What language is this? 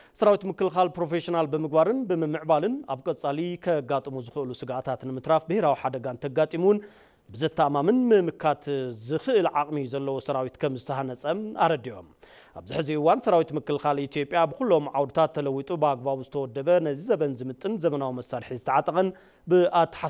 Tigrinya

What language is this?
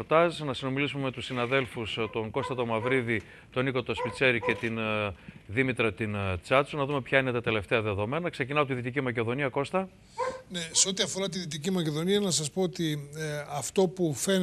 Greek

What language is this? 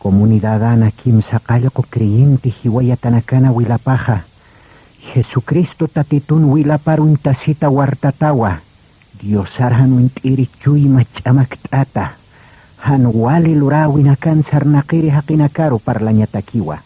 Aymara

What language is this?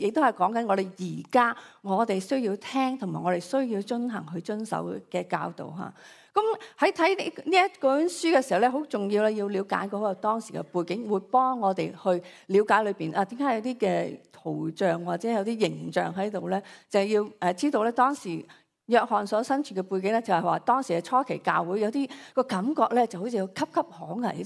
Cantonese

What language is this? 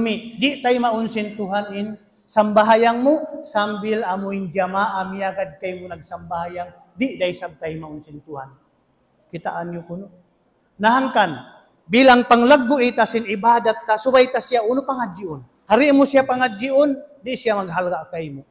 Tausug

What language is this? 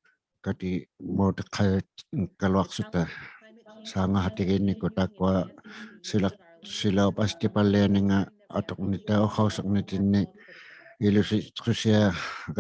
Inuktitut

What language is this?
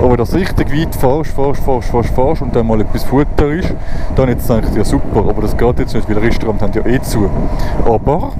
Swiss German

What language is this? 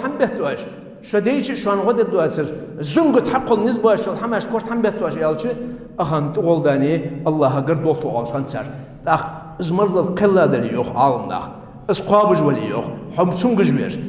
Ingush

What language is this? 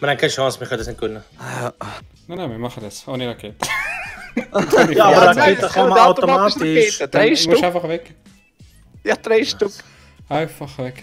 Swiss German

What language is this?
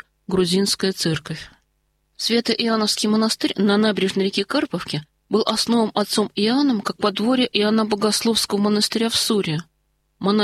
Russian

